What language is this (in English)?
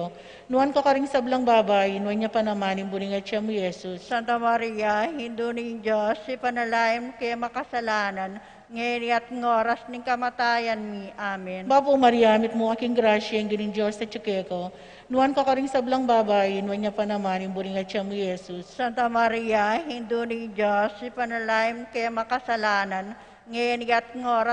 Pampanga